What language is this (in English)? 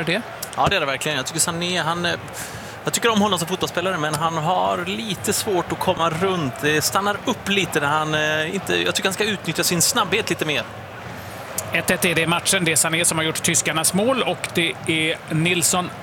Swedish